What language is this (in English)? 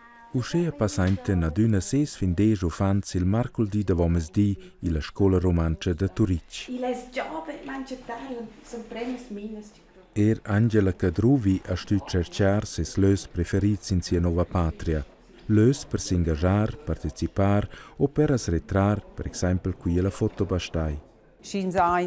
Romansh